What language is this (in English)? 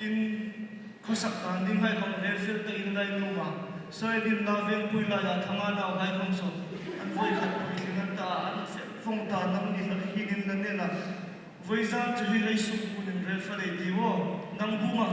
Hmar